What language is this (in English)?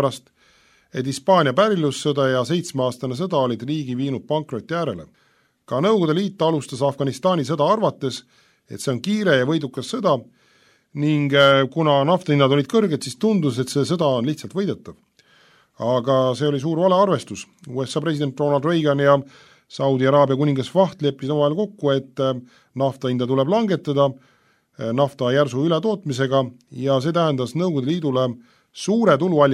Estonian